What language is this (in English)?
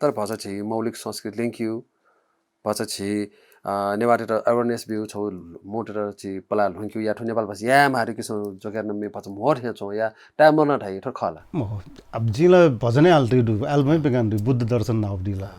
Newari